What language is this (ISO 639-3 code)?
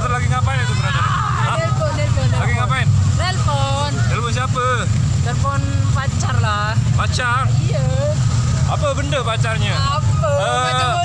sas